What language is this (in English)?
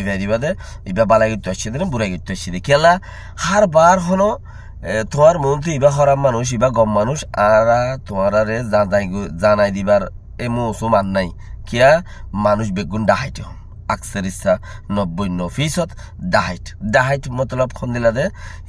Rohingya